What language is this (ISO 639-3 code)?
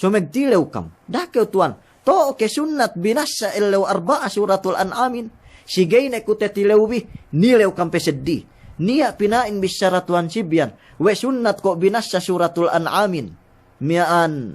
yka